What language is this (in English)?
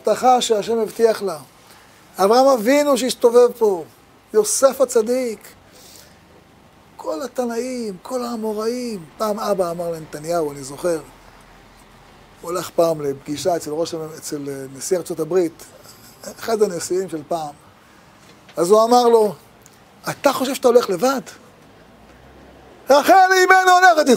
Hebrew